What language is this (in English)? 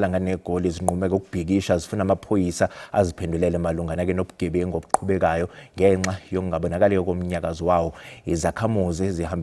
Zulu